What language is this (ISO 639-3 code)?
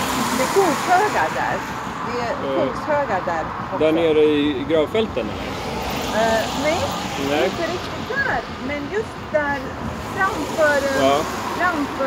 swe